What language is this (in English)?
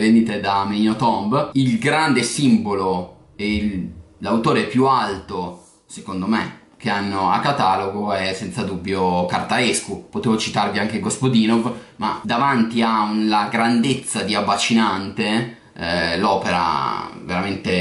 Italian